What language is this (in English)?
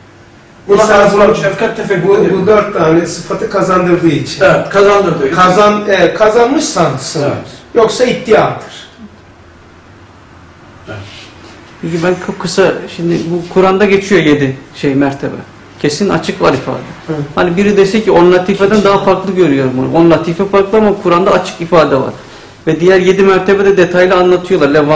Turkish